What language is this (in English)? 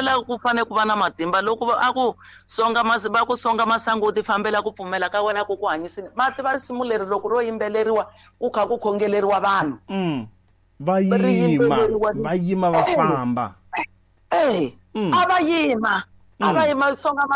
Tsonga